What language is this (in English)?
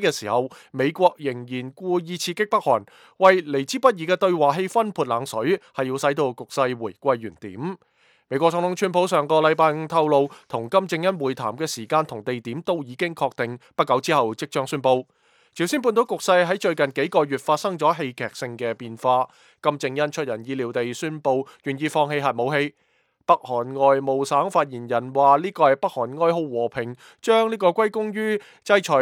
Cantonese